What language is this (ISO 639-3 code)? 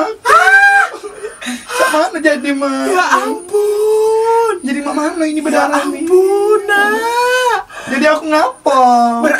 mui